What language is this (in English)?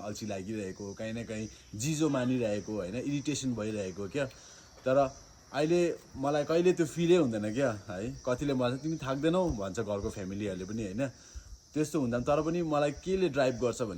Nepali